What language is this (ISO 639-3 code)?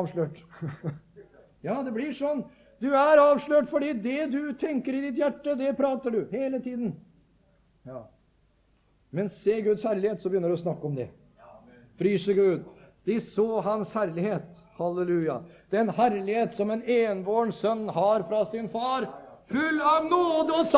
nor